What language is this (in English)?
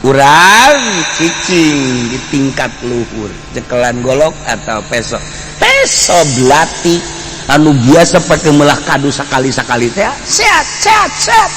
Sundanese